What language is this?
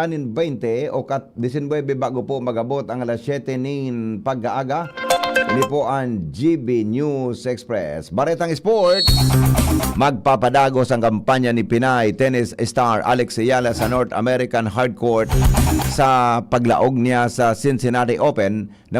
Bikol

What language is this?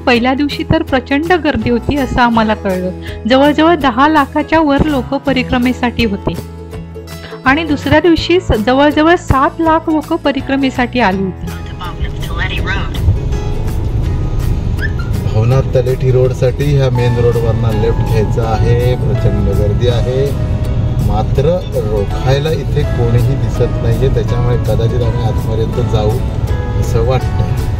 Marathi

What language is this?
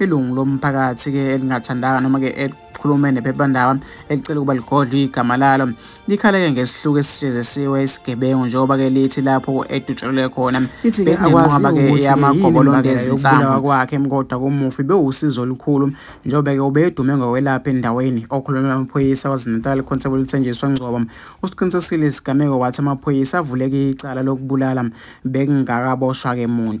Zulu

